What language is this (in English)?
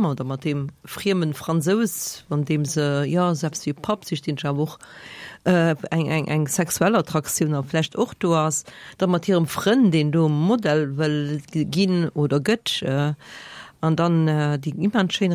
Luxembourgish